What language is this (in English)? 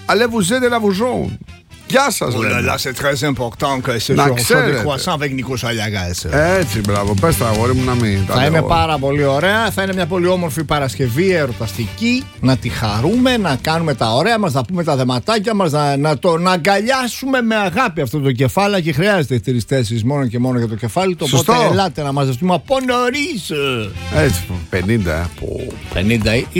Greek